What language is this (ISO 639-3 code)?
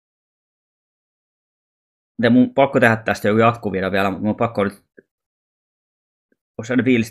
fin